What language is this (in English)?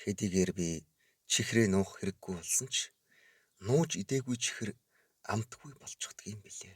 Mongolian